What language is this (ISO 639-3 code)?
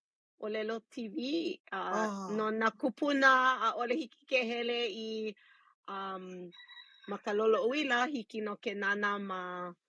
haw